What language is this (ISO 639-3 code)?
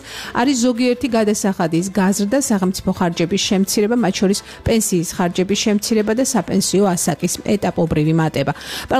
kat